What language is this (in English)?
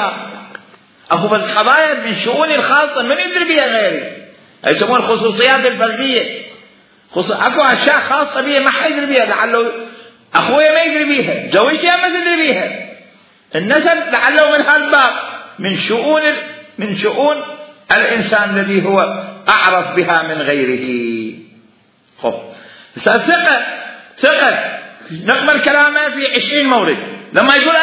Mesopotamian Arabic